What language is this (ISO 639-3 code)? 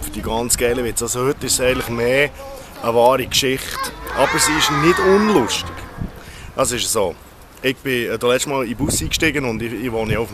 gsw